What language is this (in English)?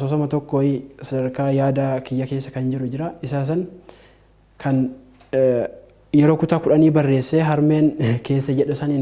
Oromo